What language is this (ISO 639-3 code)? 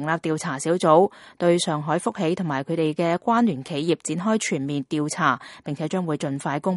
yue